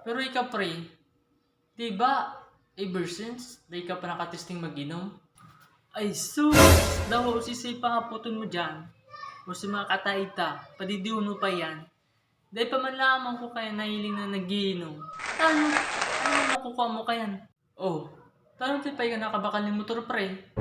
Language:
Bikol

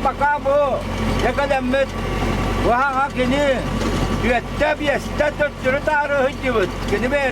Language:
Yakut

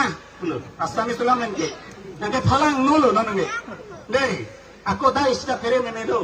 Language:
Karbi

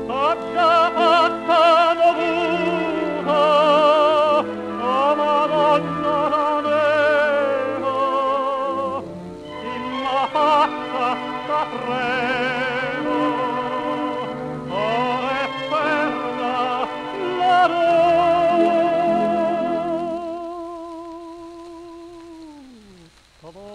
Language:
Italian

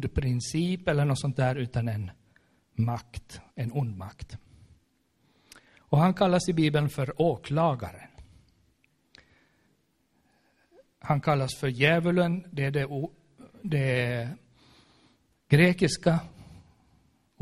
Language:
Swedish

